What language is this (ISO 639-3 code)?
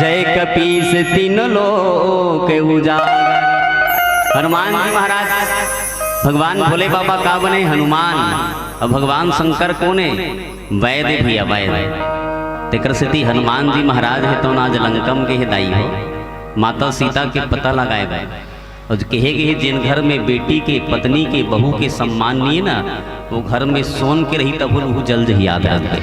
hne